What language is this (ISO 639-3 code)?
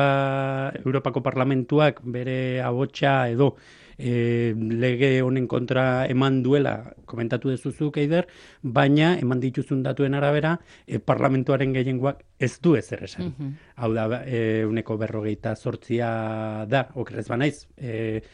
eus